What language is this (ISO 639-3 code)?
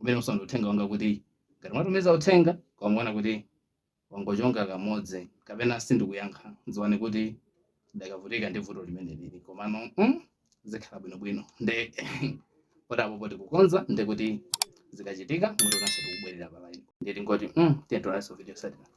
nya